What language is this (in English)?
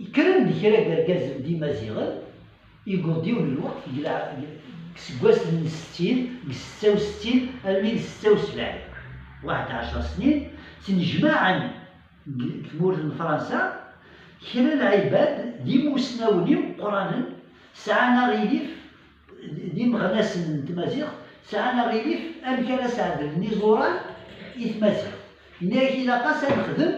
Kabyle